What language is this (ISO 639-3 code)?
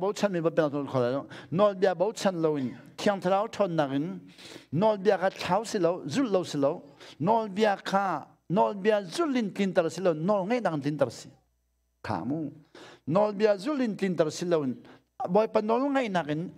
cnh